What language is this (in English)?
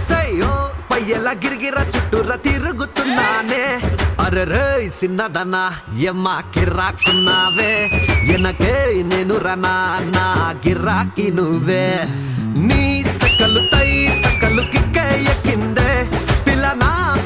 Telugu